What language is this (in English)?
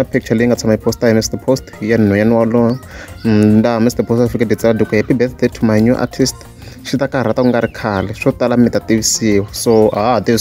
Tsonga